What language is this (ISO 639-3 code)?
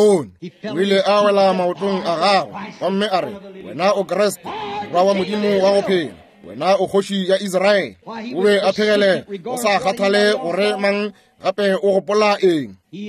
nso